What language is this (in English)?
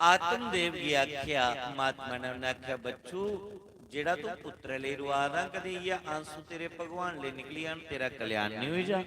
Dogri